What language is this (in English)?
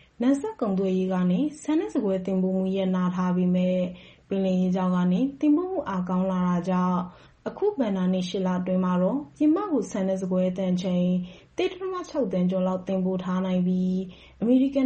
Burmese